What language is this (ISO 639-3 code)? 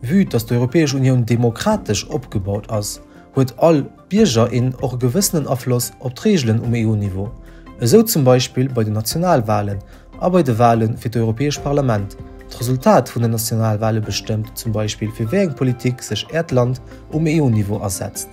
ltz